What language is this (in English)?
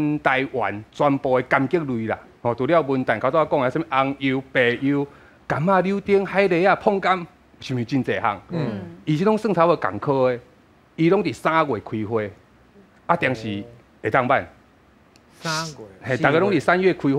Min Nan Chinese